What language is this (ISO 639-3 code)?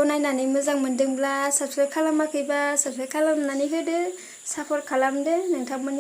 brx